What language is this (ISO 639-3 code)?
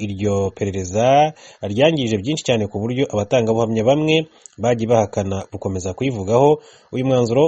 kin